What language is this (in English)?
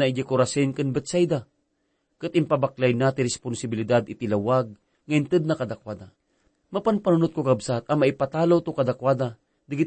Iloko